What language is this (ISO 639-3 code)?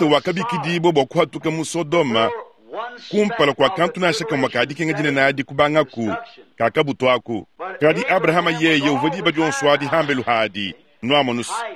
lua